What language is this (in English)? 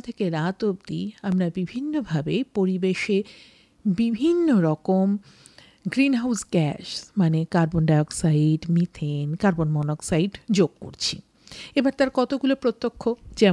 Bangla